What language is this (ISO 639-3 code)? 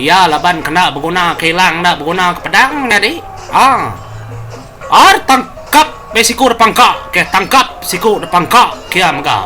iba